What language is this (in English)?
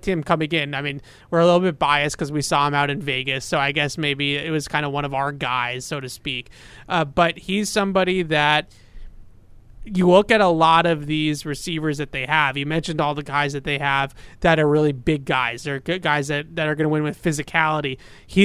English